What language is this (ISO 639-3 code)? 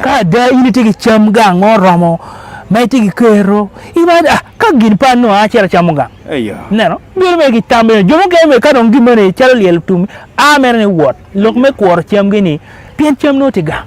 ach